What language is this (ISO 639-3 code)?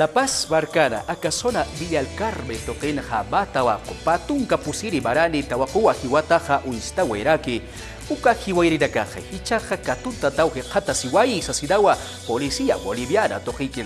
aym